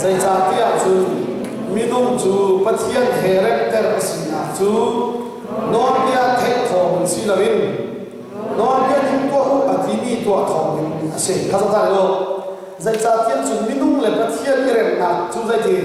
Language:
Hakha Chin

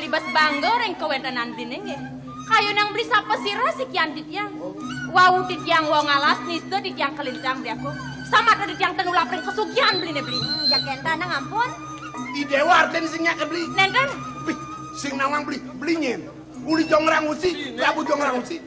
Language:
Balinese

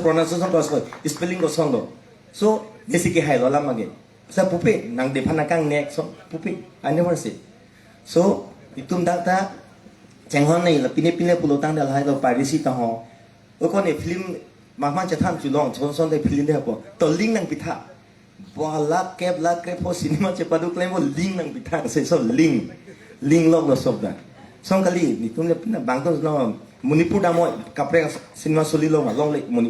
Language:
Karbi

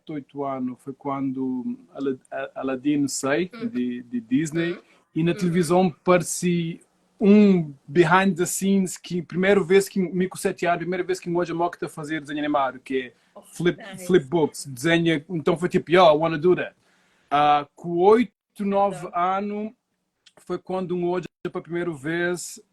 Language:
Kabuverdianu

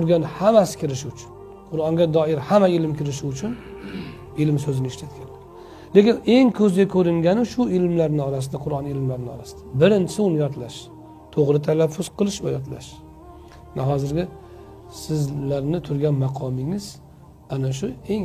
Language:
Uzbek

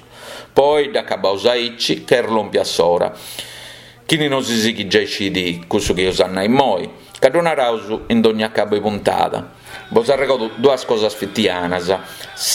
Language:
Sardinian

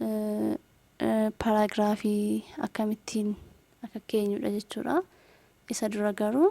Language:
Oromo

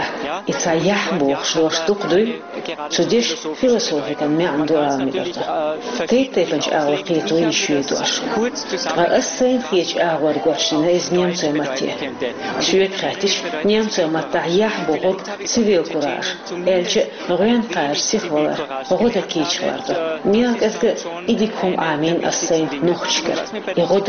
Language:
Chechen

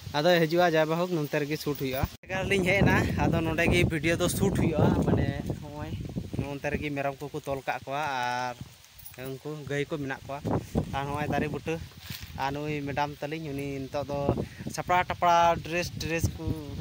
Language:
Santali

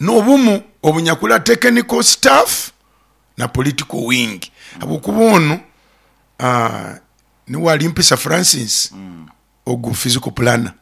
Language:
Nyoro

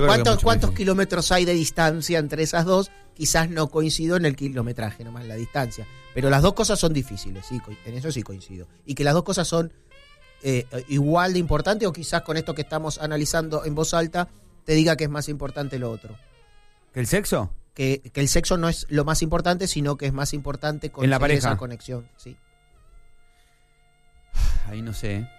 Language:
Spanish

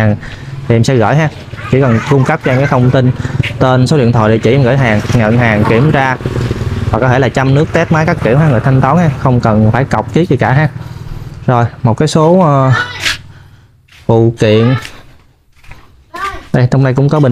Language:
Vietnamese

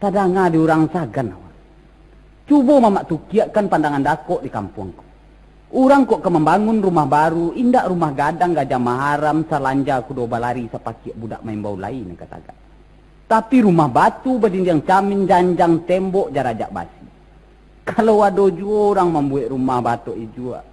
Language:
Minangkabau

